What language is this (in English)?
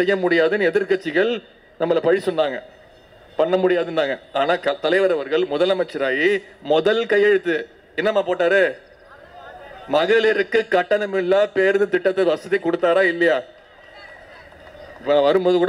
Tamil